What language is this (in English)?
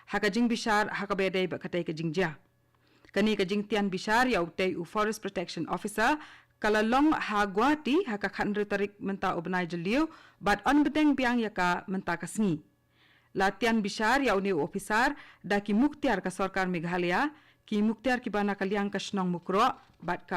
Khasi